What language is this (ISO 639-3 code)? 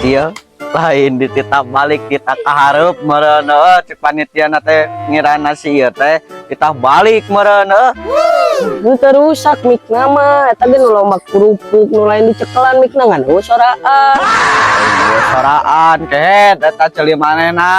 sun